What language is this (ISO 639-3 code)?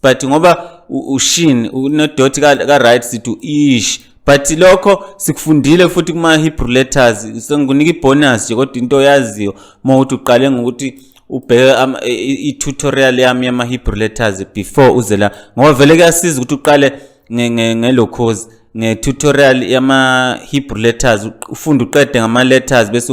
zul